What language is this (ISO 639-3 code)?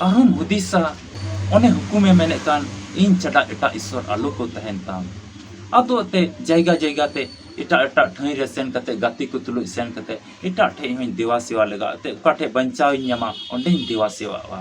sat